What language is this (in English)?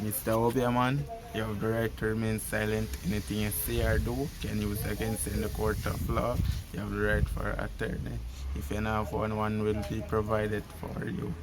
Jamaican Creole English